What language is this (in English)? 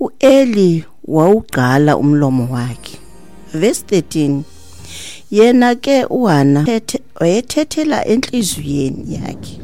Xhosa